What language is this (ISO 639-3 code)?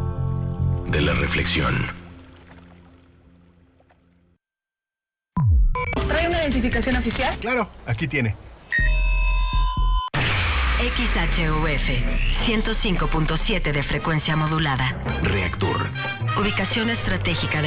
spa